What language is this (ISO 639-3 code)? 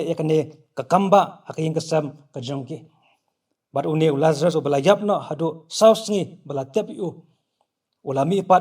kha